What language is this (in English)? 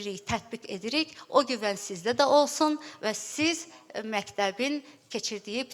Azerbaijani